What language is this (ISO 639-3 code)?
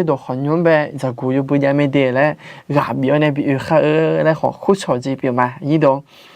ahk